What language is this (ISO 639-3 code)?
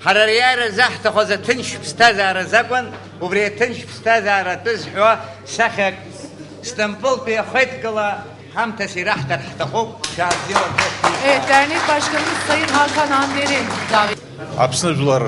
abk